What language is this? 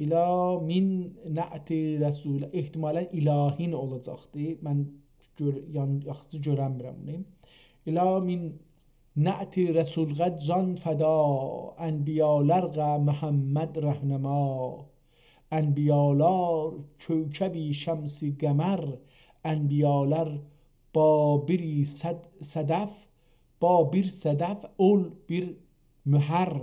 South Azerbaijani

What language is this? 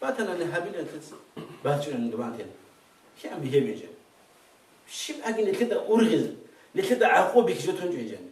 Avaric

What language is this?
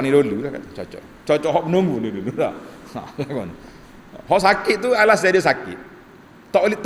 Malay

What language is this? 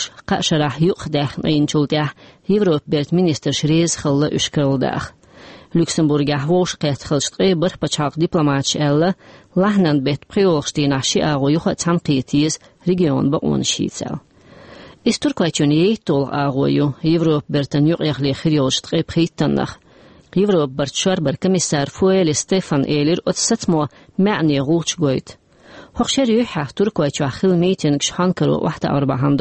Chechen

